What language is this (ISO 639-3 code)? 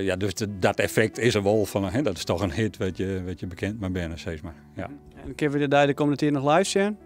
fry